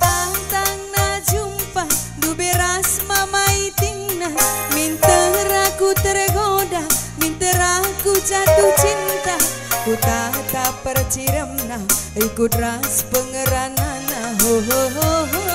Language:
Batak Karo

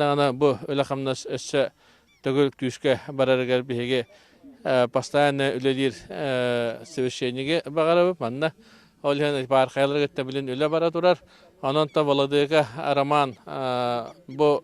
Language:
Yakut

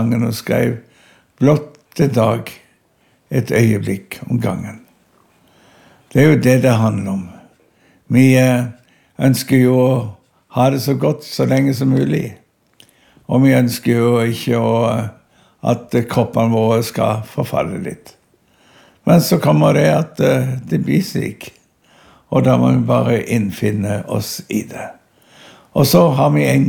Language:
Norwegian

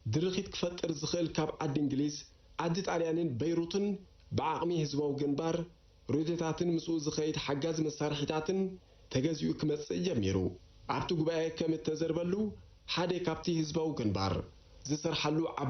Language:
Tigrinya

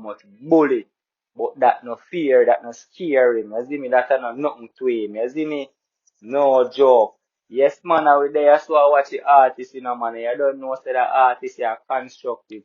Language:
Jamaican Creole English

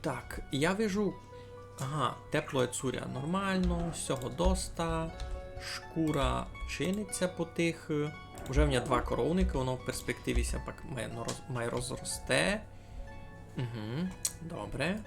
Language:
Rusyn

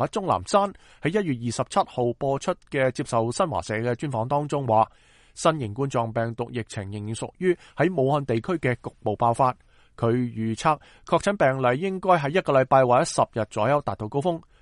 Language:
Cantonese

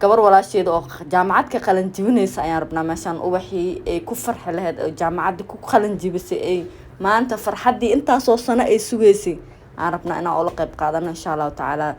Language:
Somali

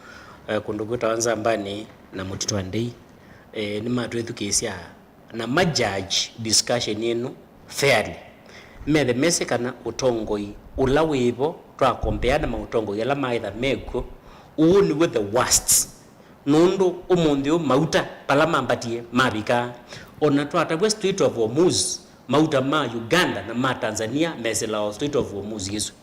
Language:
Kamba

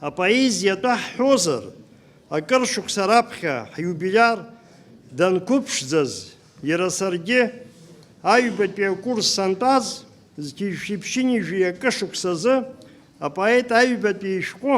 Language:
Abkhazian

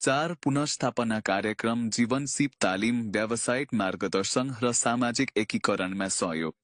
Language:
Nepali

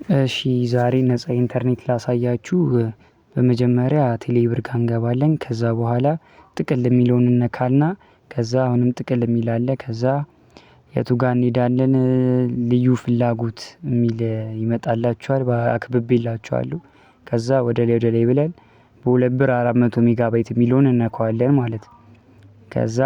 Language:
Amharic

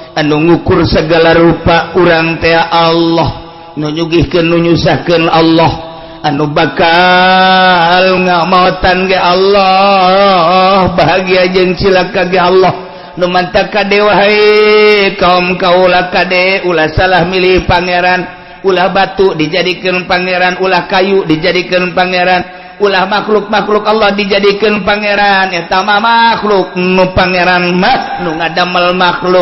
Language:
Sundanese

